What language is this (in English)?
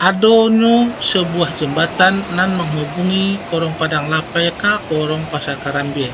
Minangkabau